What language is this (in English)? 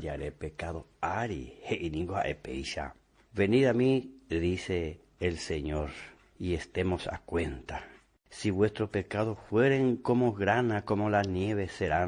Guarani